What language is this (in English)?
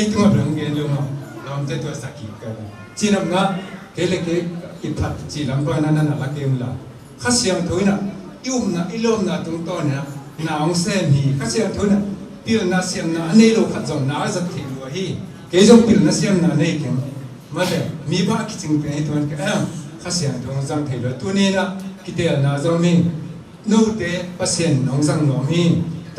Tedim Chin